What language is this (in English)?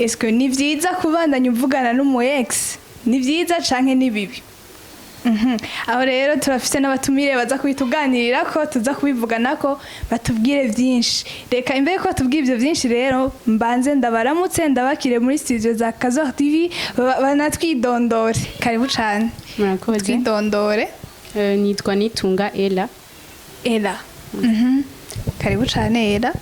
Rundi